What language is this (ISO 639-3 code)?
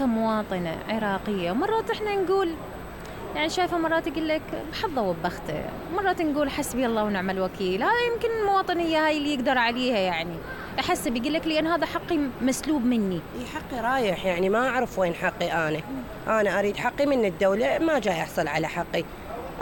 acm